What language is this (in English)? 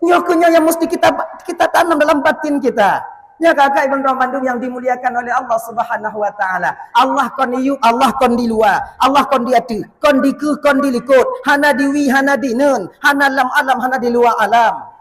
Achinese